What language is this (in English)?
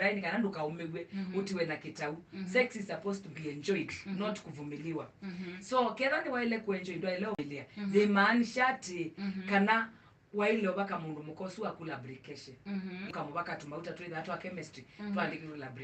Kamba